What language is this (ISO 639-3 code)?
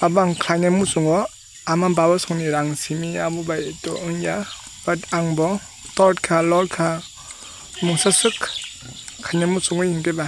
trp